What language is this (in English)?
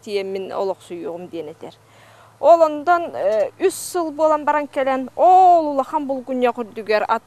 Yakut